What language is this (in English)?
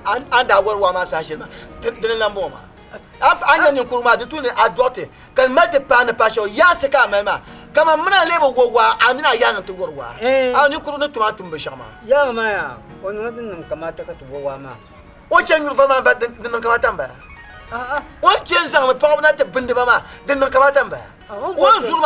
Dagbani